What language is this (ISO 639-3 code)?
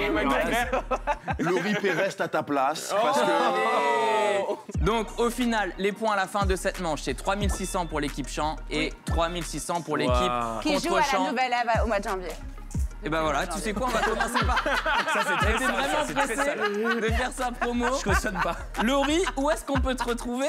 fra